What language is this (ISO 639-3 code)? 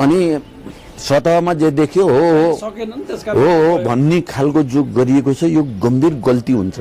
nep